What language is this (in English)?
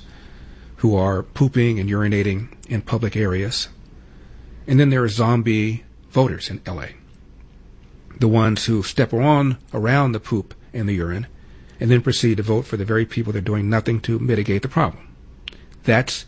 English